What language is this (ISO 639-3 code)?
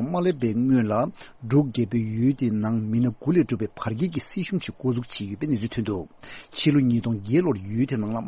bod